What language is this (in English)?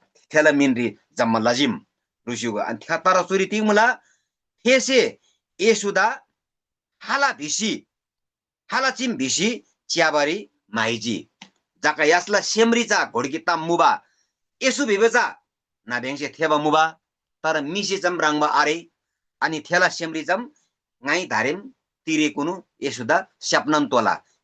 Eastern Tamang